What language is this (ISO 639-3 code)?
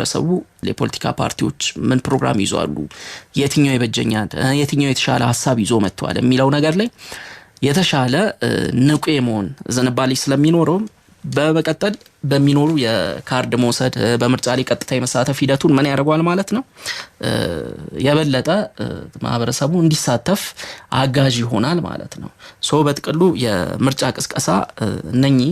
amh